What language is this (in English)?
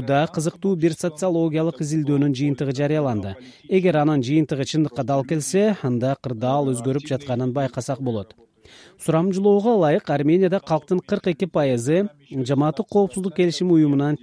Kyrgyz